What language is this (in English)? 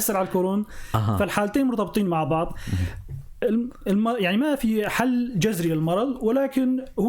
North Levantine Arabic